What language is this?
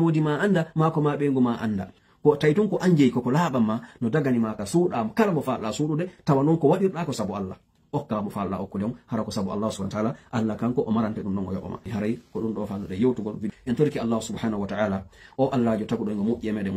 Pular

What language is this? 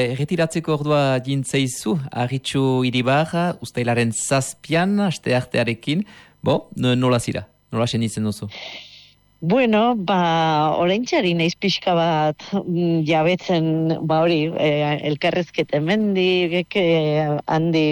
Basque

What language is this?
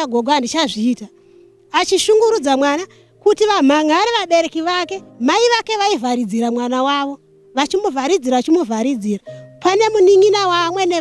Shona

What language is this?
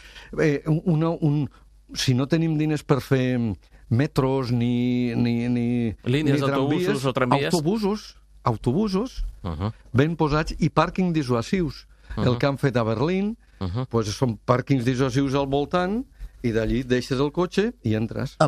Catalan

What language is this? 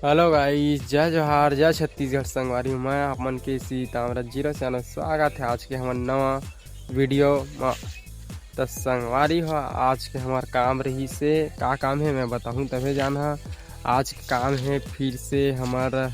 Chhattisgarhi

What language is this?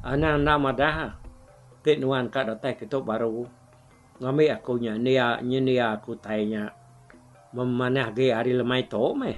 Iban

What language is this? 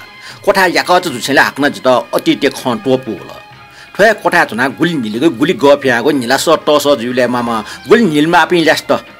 Newari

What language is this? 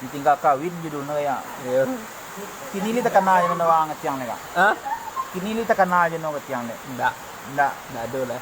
Minangkabau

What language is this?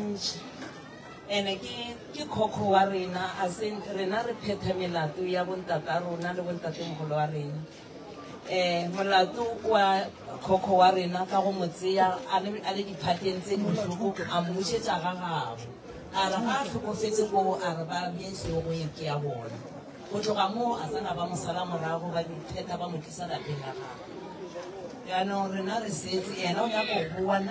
Northern Sotho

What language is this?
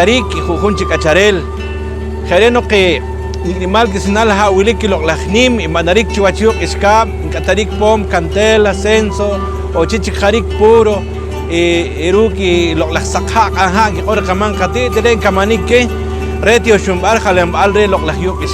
Poqomchi'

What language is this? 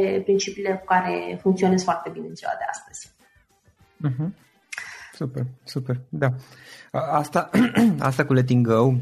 Romanian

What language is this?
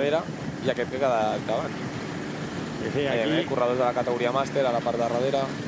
Catalan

